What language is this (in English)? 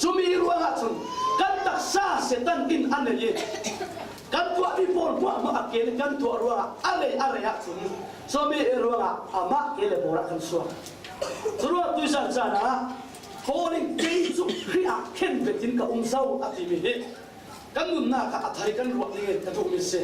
Falam Chin